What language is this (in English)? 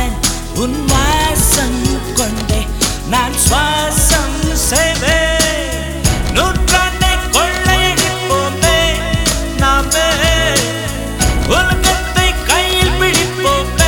Tamil